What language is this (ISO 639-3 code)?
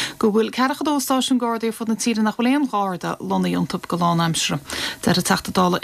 gle